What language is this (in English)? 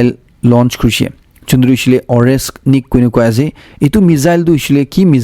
Naga Pidgin